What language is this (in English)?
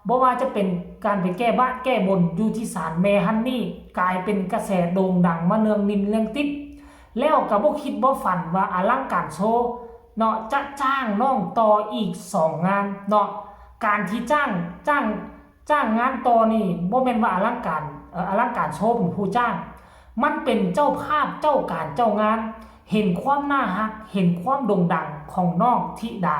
Northeastern Thai